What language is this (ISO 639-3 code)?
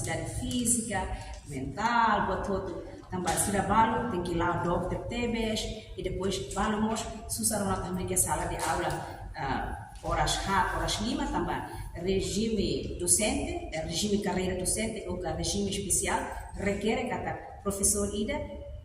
tet